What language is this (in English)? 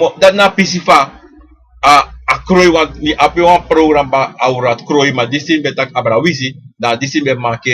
Sranan Tongo